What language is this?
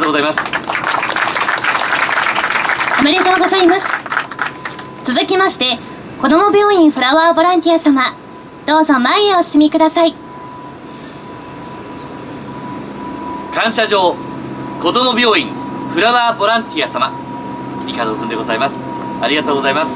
Japanese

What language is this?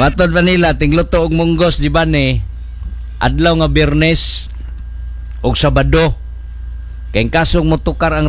Cebuano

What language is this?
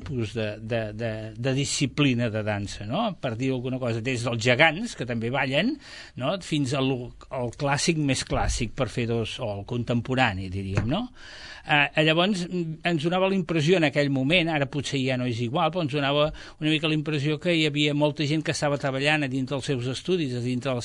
Catalan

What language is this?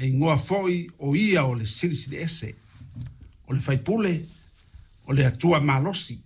Samoan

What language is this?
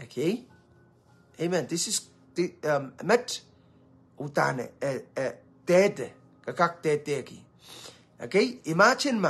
Pohnpeian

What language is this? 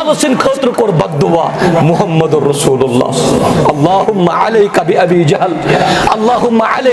Kashmiri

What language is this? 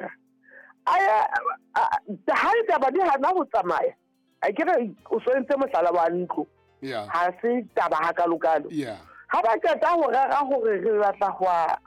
Southern Sotho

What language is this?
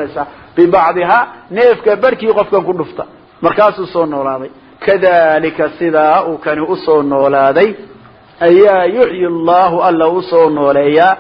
Somali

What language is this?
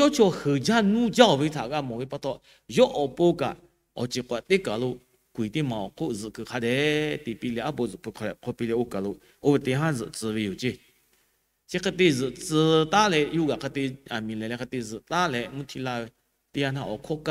Lahu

